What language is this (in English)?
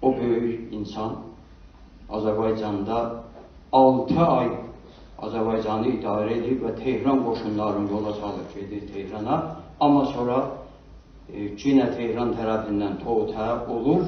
South Azerbaijani